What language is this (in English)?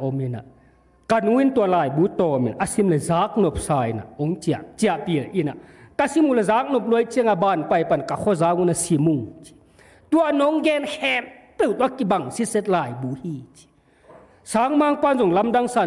Tedim Chin